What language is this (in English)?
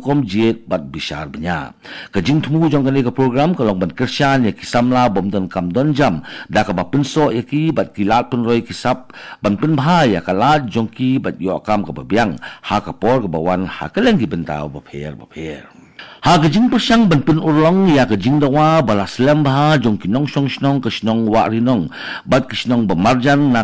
Khasi